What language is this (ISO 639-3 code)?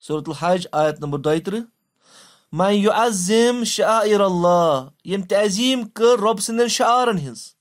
kas